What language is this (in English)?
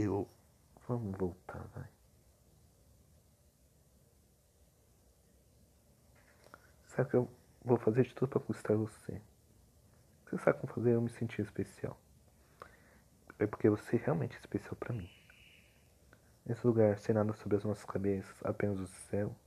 Portuguese